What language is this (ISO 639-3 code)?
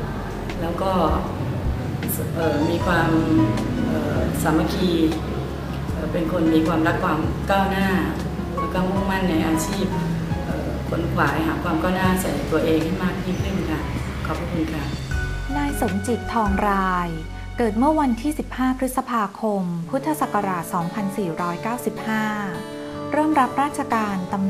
tha